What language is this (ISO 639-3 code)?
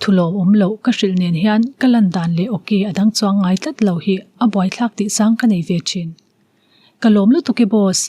lus